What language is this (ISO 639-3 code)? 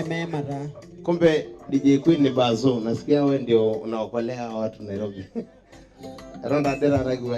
mas